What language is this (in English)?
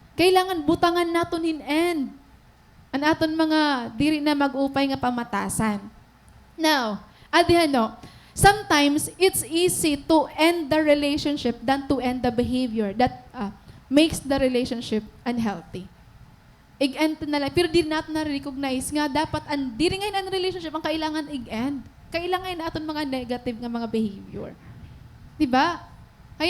Waray